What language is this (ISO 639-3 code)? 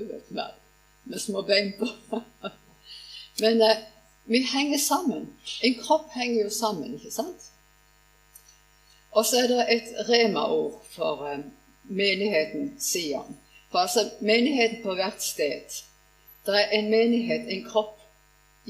nor